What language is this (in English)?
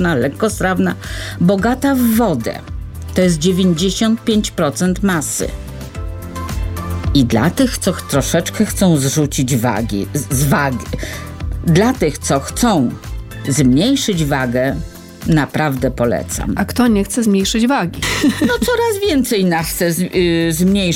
Polish